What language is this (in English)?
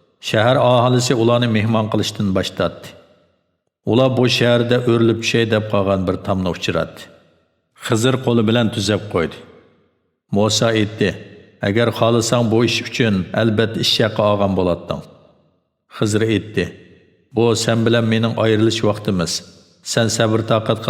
Uyghur